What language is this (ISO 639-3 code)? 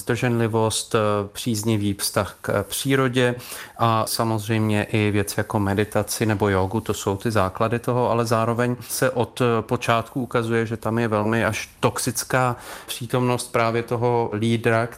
ces